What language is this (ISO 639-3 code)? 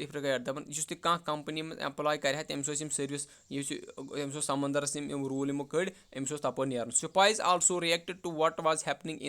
kas